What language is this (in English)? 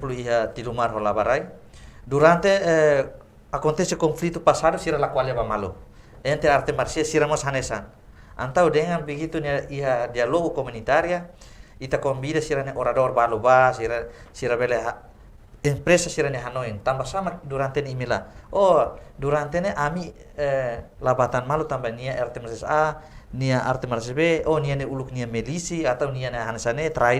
Tetum